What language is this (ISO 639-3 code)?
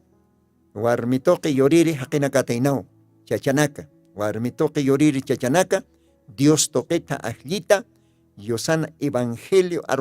aym